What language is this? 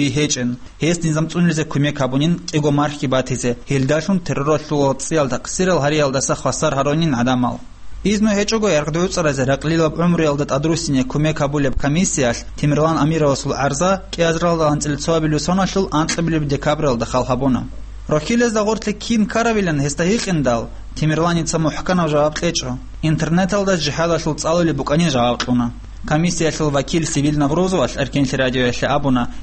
Avaric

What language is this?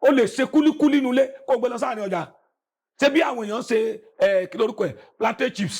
Yoruba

